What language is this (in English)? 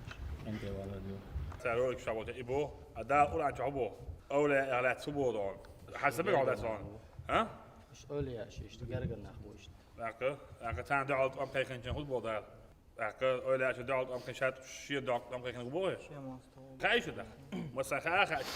Chechen